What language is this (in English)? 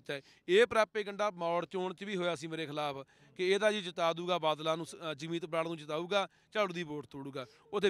Punjabi